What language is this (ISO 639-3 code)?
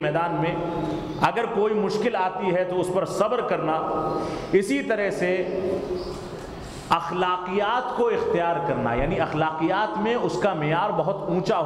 urd